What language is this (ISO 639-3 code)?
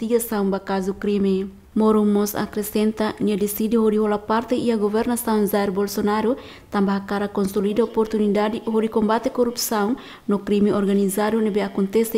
tet